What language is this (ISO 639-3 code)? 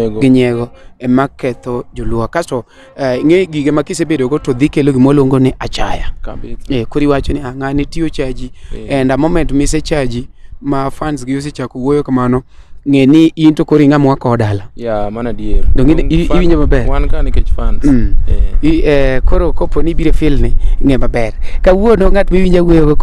luo